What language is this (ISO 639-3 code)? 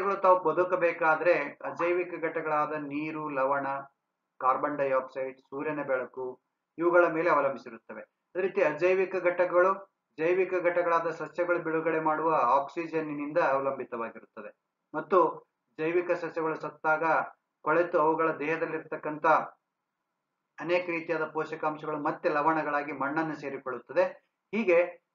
kan